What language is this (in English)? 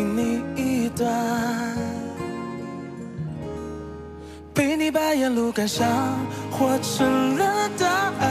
Chinese